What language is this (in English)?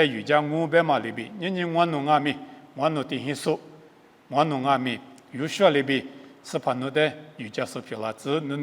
Lisu